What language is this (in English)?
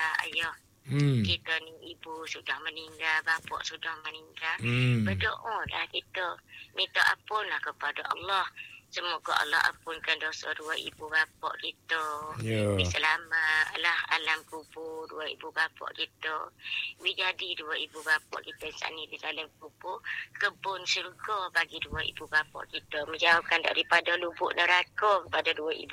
Malay